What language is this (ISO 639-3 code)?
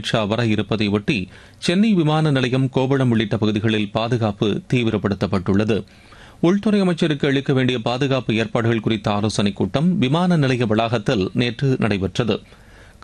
tam